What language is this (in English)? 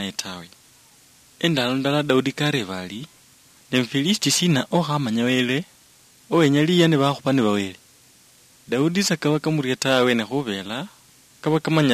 Luyia